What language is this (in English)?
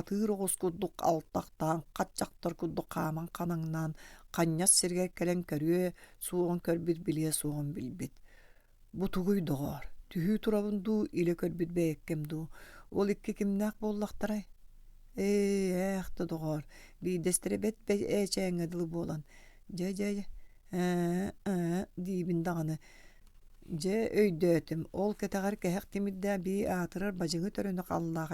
Yakut